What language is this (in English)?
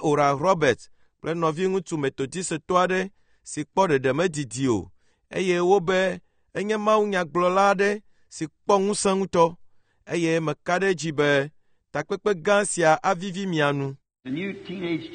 Ewe